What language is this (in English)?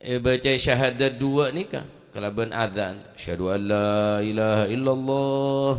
Madurese